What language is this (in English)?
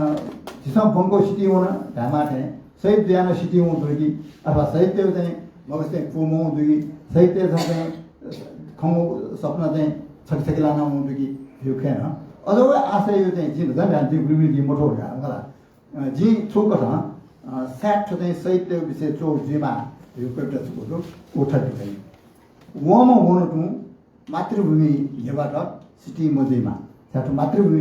Newari